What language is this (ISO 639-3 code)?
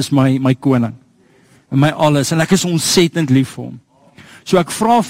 afr